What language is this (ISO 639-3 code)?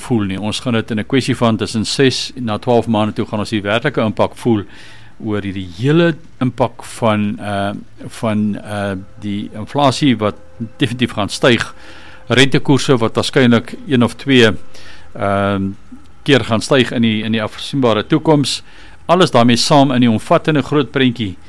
afr